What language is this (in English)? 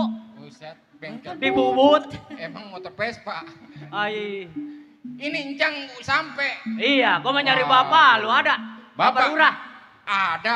Betawi